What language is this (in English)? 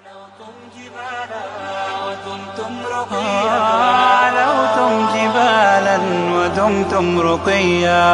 Bosnian